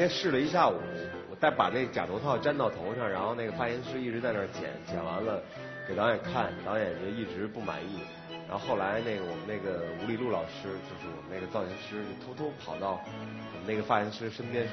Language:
Chinese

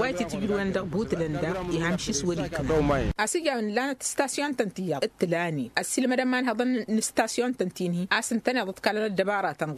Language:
Tamasheq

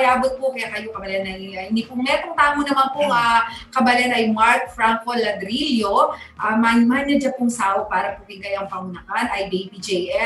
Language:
Pampanga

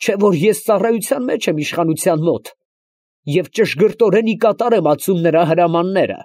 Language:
Armenian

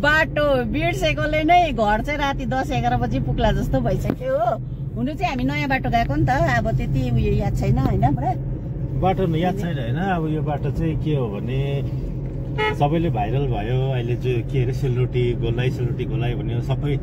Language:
Nepali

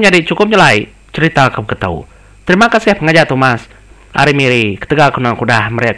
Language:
Iban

